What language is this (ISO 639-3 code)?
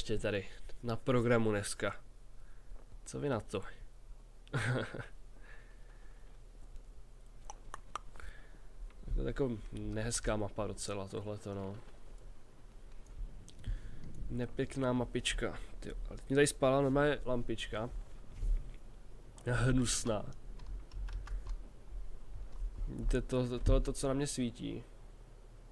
ces